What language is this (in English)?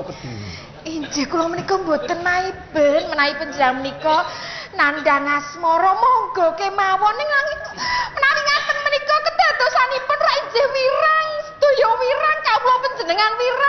Javanese